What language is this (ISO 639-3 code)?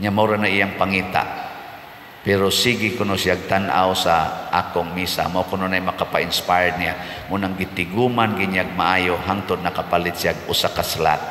ceb